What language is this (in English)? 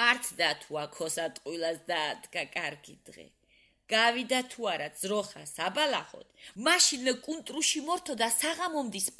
Georgian